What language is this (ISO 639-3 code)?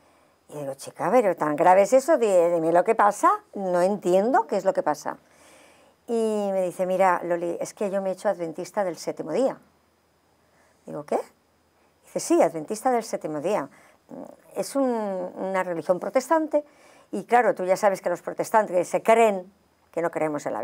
spa